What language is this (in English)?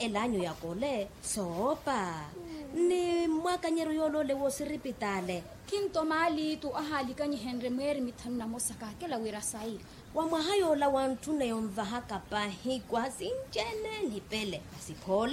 Makhuwa